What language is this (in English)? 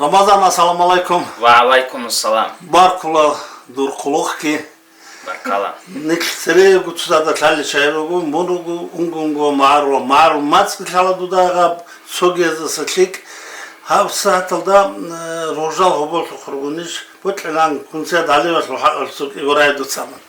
Avaric